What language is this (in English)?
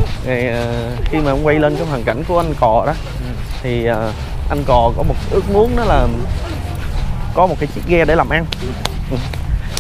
Vietnamese